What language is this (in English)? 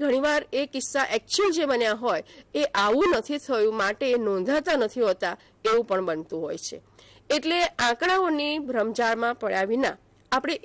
Gujarati